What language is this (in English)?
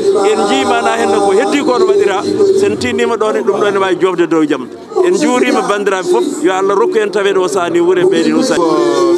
Fula